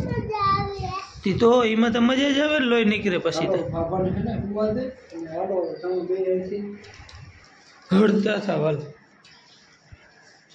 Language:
Gujarati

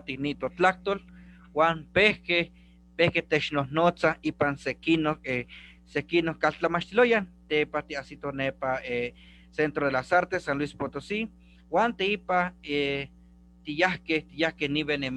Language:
Eastern Huasteca Nahuatl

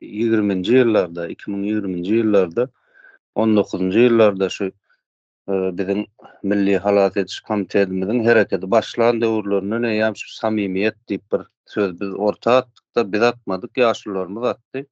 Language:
Turkmen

